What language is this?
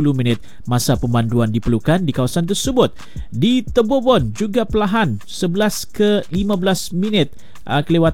Malay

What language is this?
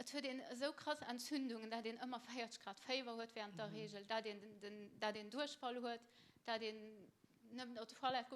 Luxembourgish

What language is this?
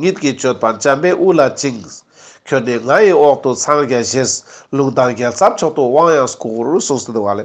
Ladakhi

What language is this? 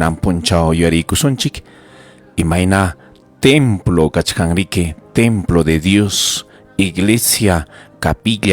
Ayacucho Quechua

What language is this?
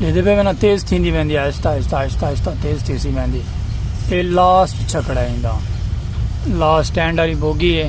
Saraiki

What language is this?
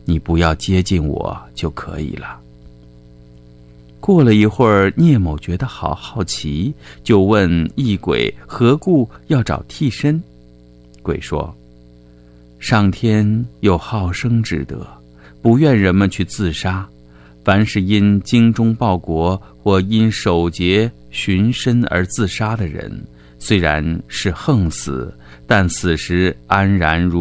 Chinese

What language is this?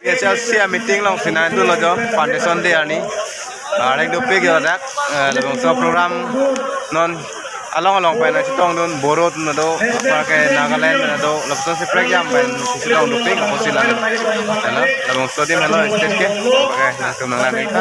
Karbi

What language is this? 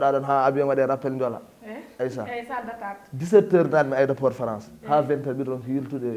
Fula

